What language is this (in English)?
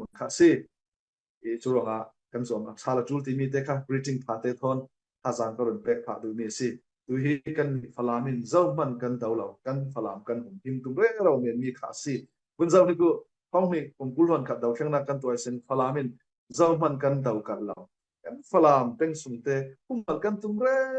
Falam Chin